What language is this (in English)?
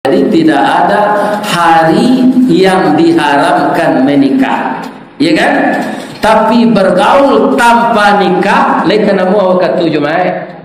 Minangkabau